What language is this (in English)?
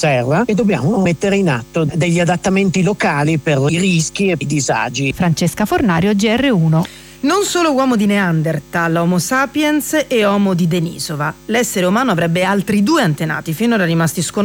Italian